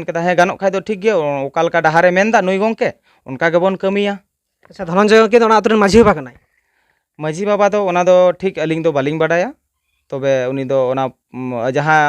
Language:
Santali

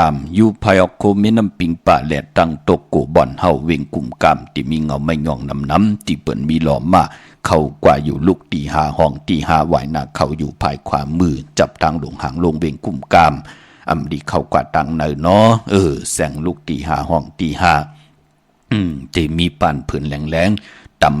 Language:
Shan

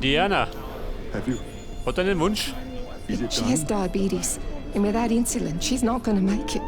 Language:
Bavarian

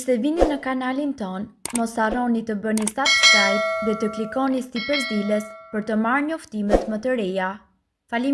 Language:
Albanian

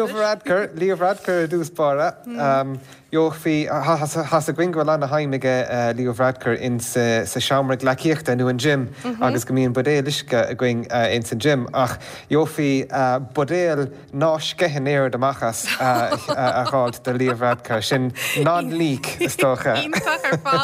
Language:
Irish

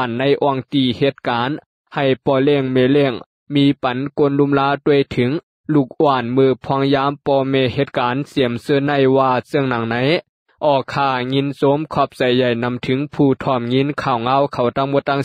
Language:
Shan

